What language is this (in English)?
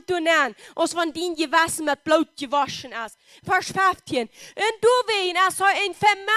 Plautdietsch